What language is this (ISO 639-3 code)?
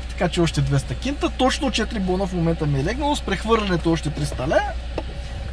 bul